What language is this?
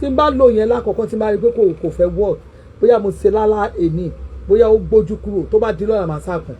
Yoruba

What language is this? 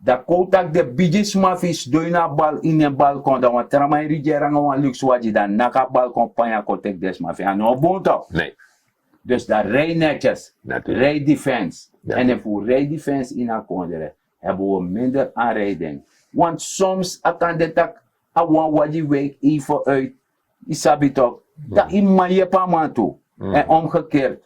Sranan Tongo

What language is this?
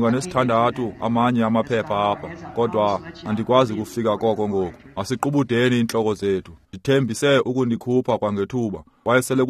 Xhosa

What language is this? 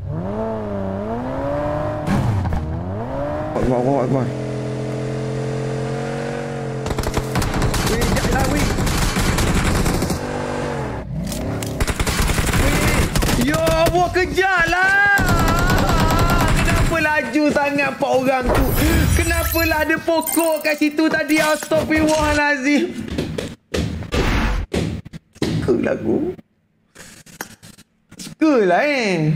Malay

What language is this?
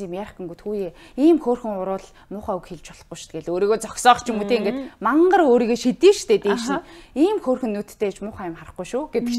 Mongolian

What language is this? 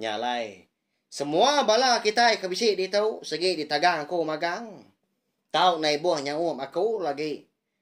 Iban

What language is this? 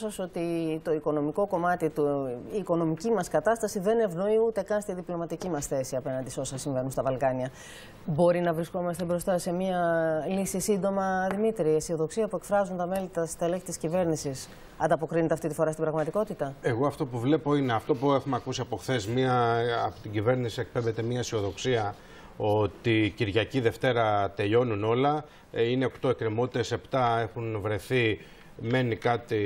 Greek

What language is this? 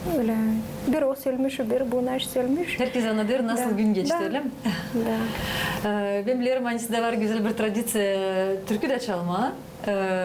Gagauz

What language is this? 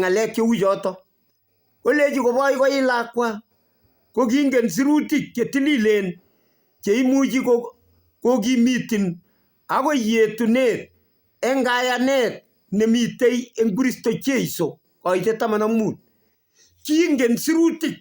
Kalenjin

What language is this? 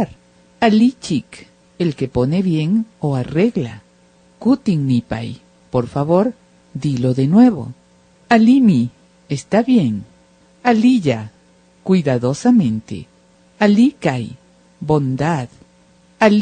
Imbabura Highland Quichua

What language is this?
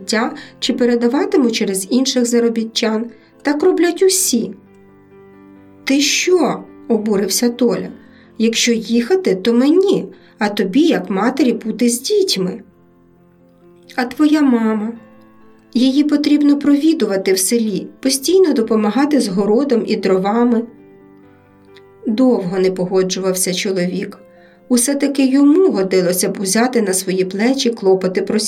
Ukrainian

